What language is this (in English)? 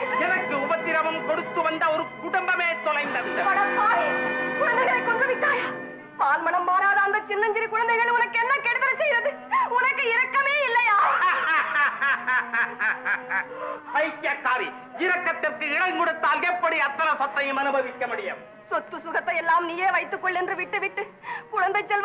Tamil